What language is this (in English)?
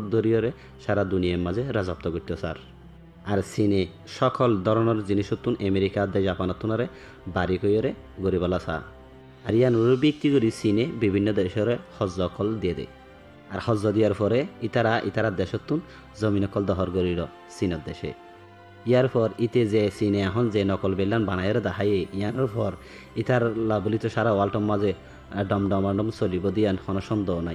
Rohingya